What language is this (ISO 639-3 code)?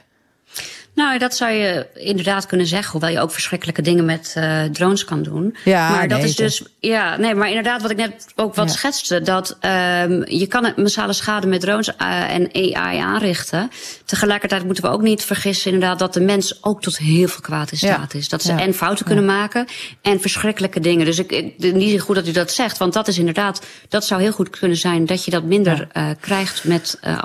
nld